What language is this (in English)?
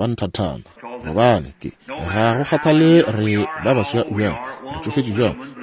Northern Sotho